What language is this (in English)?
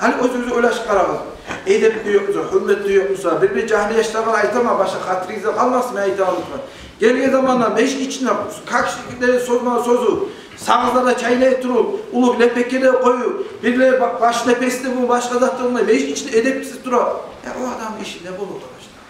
Kumyk